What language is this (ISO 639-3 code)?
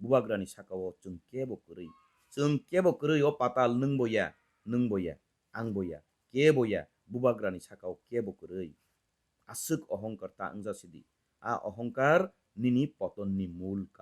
trp